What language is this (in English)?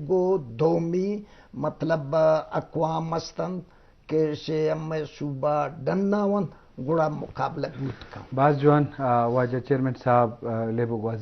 Eastern Balochi